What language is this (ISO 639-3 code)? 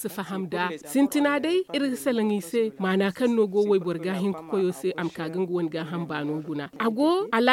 dje